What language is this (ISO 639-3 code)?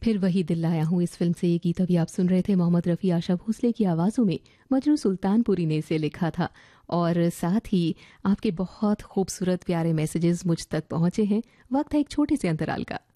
hin